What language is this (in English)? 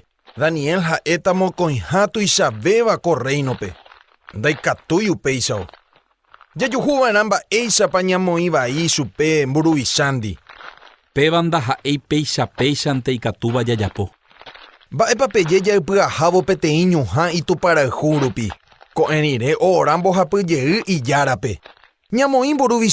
Guarani